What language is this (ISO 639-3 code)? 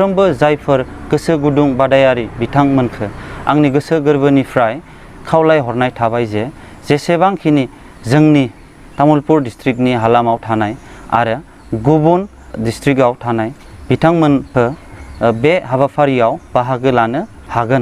brx